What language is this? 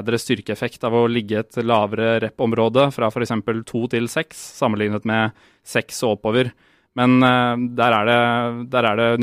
Norwegian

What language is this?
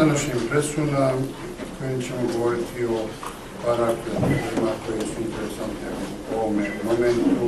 Bosnian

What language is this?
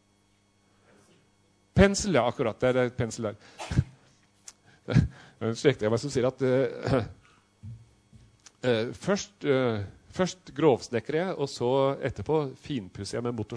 Norwegian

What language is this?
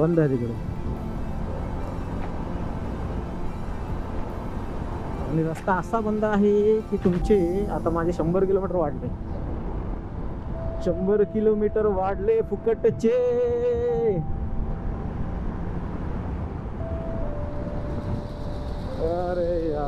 Marathi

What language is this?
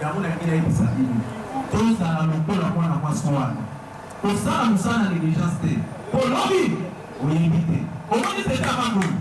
Lingala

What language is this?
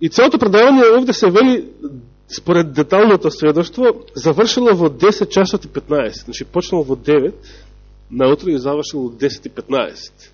Macedonian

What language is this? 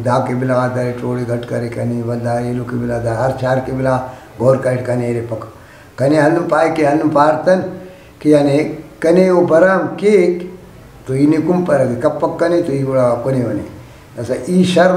Brahui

